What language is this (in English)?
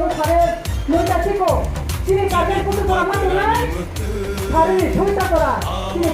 Kok Borok